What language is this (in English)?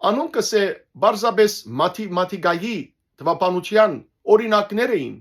Western Armenian